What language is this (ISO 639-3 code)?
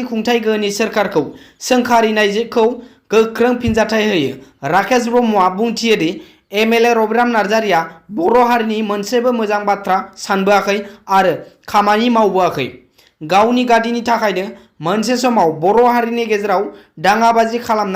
brx